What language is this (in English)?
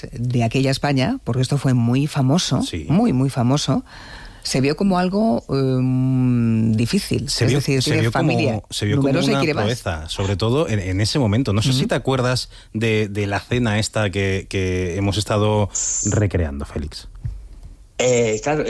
Spanish